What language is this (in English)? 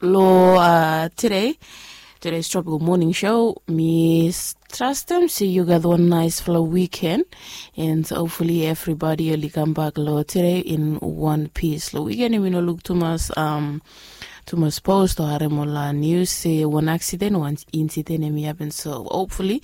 Bislama